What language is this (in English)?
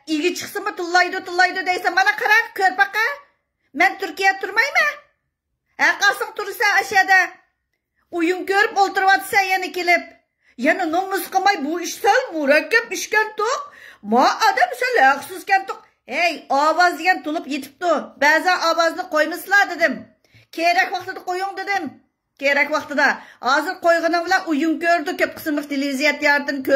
Uyghur